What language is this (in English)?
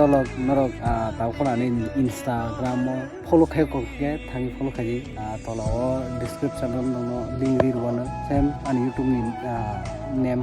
Kok Borok